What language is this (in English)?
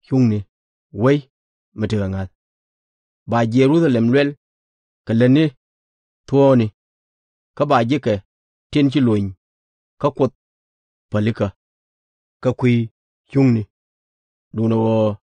Nuer